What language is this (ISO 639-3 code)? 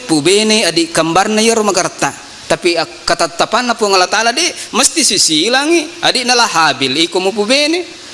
bug